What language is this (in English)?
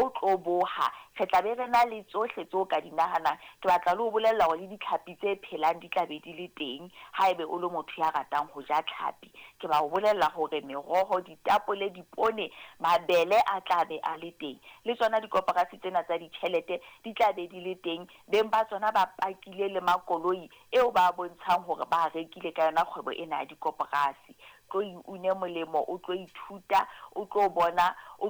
Southern Sotho